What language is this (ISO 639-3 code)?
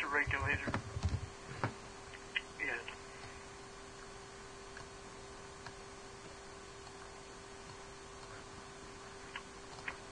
eng